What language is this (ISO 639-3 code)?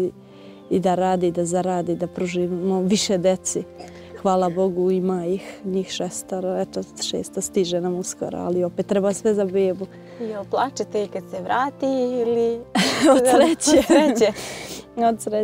srp